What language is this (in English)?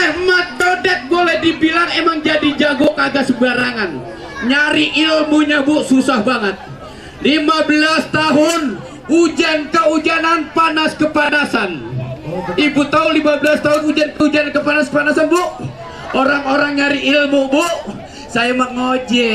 Betawi